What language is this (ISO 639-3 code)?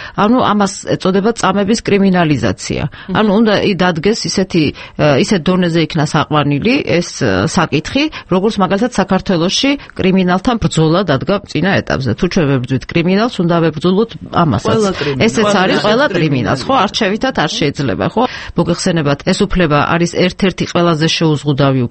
kat